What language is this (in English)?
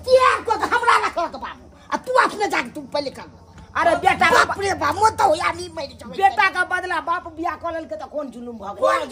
Maithili